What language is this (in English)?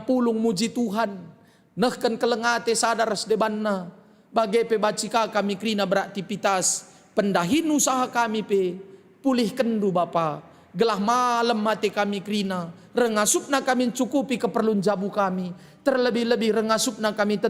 Batak Karo